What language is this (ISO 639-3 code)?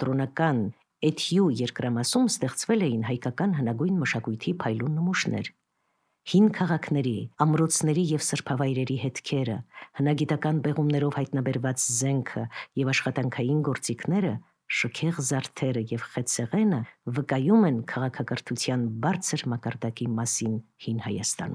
hye